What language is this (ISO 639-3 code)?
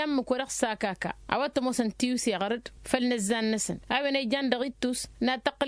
taq